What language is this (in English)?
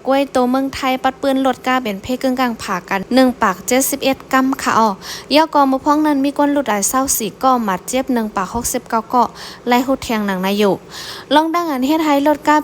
Shan